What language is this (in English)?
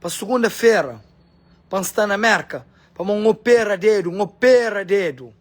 Kabuverdianu